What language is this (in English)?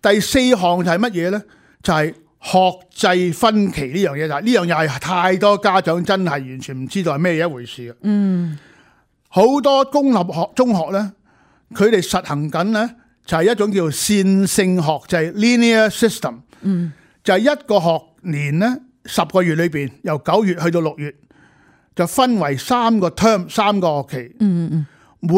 Cantonese